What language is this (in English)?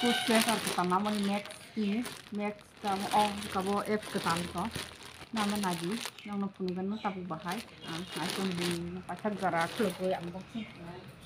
Kok Borok